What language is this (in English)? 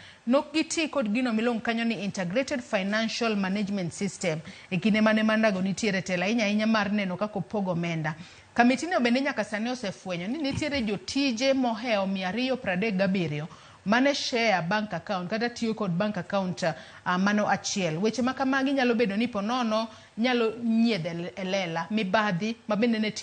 Luo (Kenya and Tanzania)